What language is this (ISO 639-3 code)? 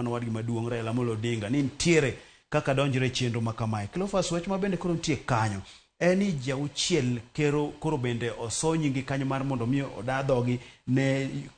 luo